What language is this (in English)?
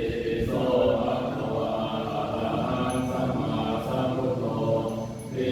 Pali